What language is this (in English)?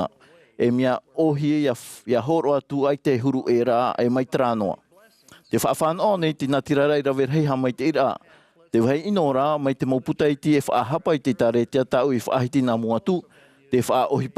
Tahitian